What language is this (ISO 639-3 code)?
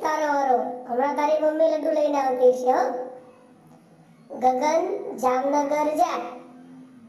guj